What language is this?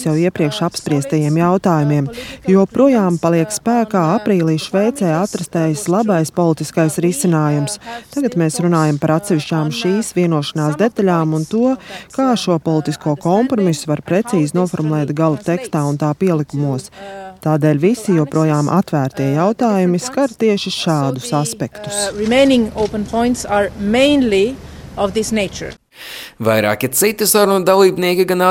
Latvian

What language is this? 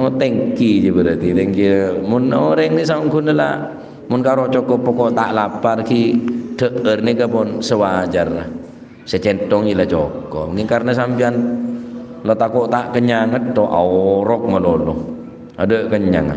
Madurese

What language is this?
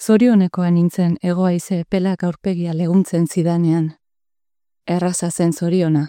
Basque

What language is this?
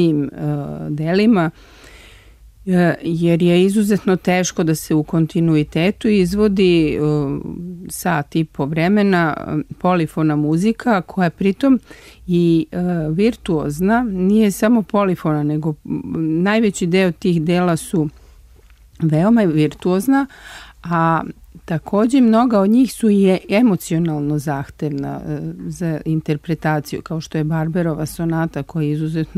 Serbian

